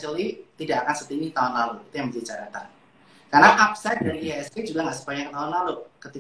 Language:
Indonesian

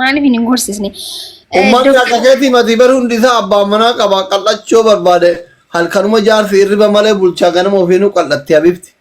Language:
Oromo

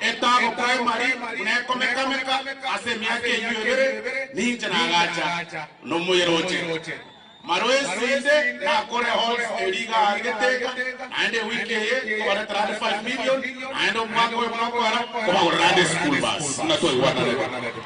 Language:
Gusii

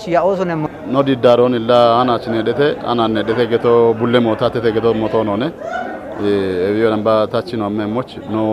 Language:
Kafa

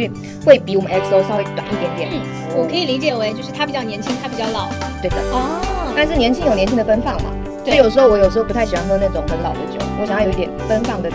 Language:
Chinese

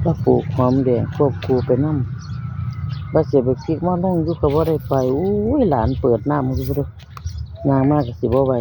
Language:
Northeastern Thai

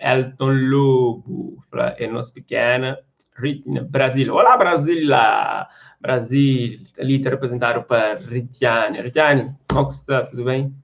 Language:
Kabuverdianu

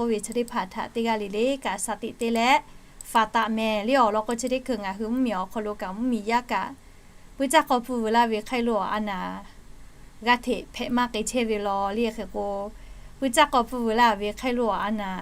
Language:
Lahu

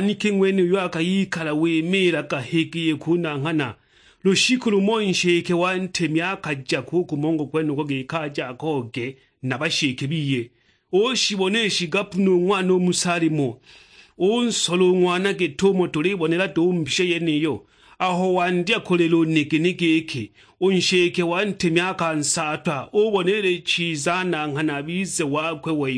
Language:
Sukuma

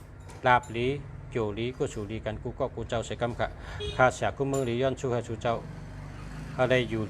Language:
Shan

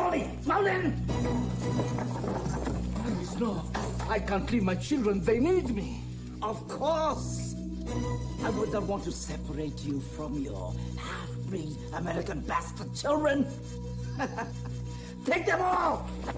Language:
English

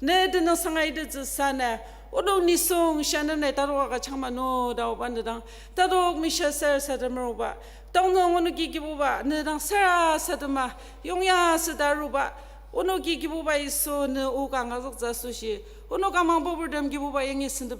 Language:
Ao Naga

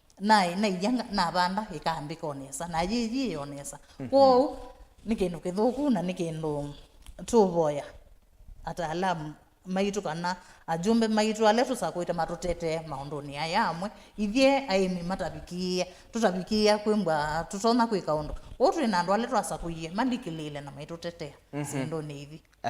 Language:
Kamba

